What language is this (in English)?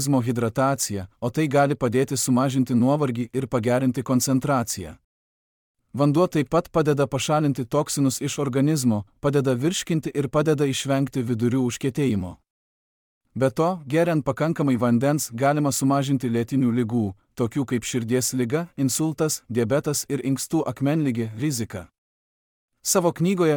Lithuanian